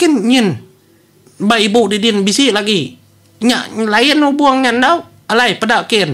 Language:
Iban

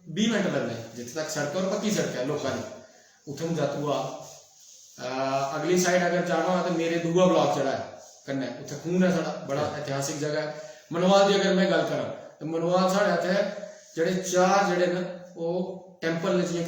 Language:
Dogri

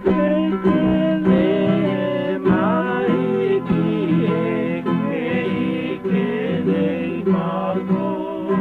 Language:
Hawaiian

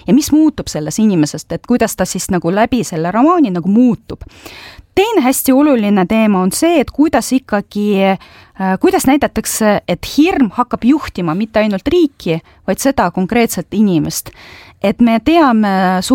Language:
Estonian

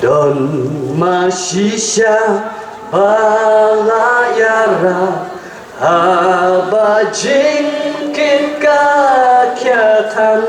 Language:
Khasi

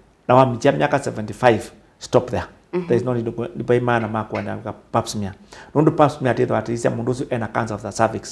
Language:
Kamba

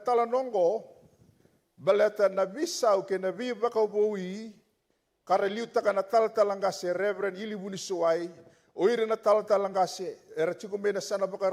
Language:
Fijian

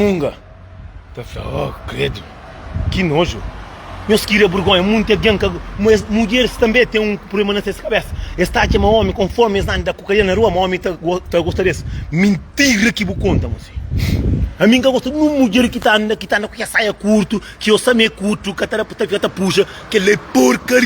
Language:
Kabuverdianu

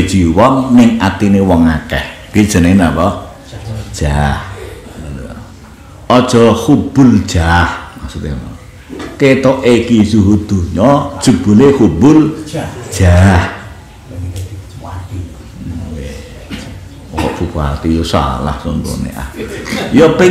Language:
Javanese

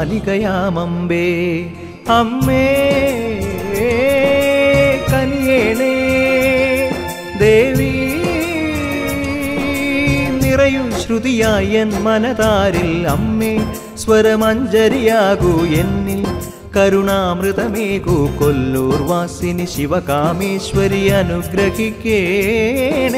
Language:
Malayalam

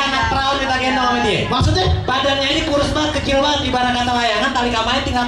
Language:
Betawi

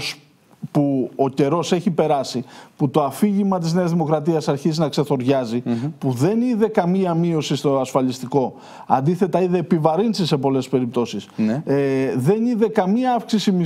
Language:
Greek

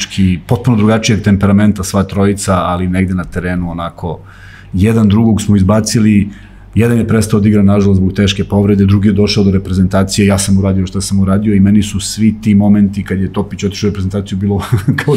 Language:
Serbian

